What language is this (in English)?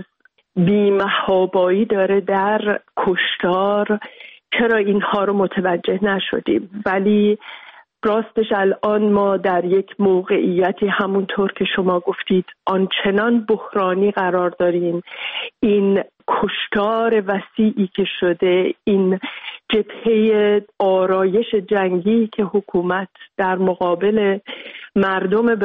Persian